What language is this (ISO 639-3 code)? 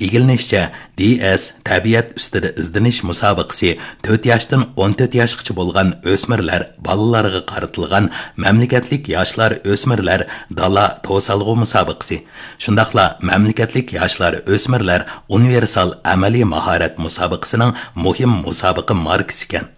uig